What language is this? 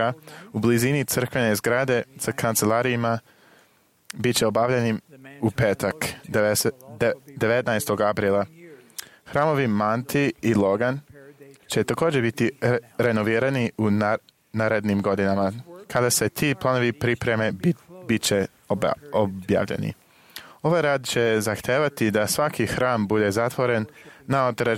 Serbian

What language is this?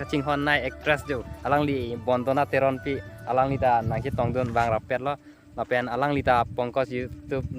Karbi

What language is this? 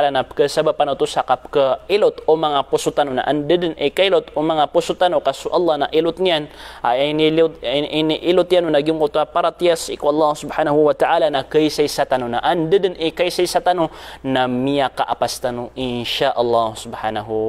Maranao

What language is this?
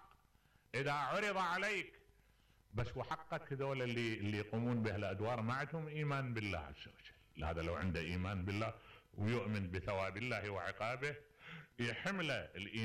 Mesopotamian Arabic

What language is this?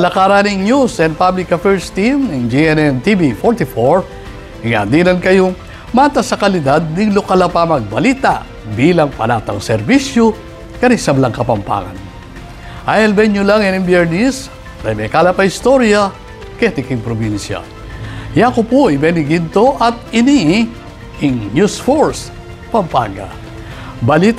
Pampanga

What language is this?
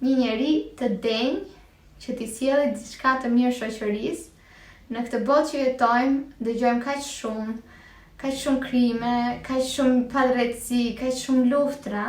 Albanian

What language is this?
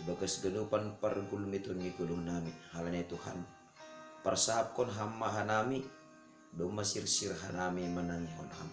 Batak Simalungun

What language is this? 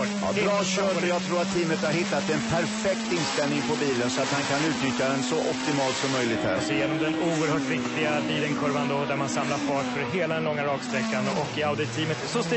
Swedish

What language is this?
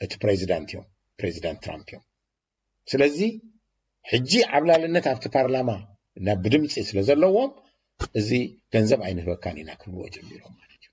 Tigrinya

